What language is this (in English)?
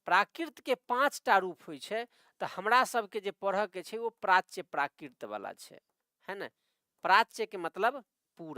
Maithili